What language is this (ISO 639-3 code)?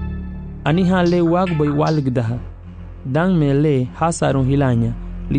cab